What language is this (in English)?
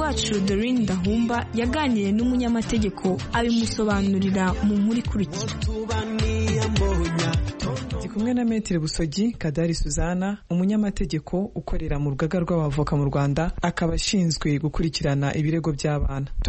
Kinyarwanda